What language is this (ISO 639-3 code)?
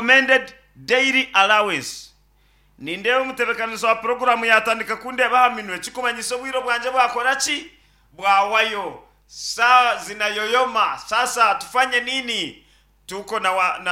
nyn